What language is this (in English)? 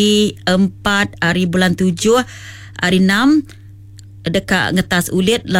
Iban